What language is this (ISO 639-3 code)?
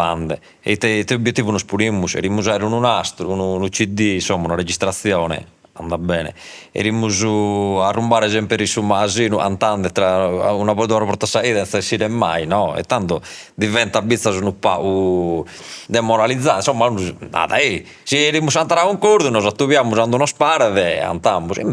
srd